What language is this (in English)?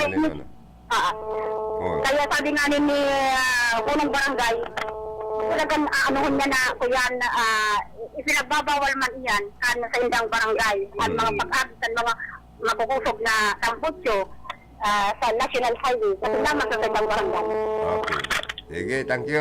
Bikol